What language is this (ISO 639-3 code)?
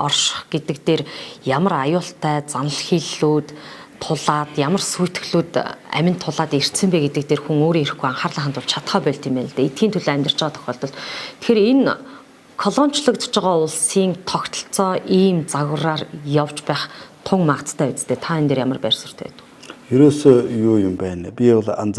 mon